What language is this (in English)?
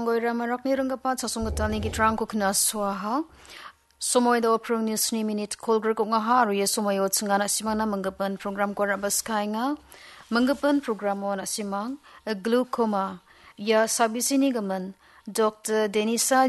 Garo